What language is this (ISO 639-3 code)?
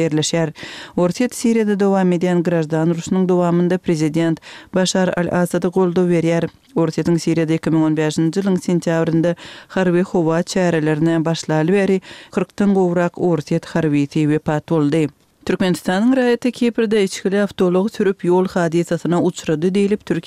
tuk